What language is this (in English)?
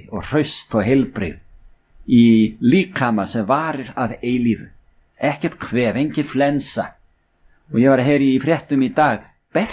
Icelandic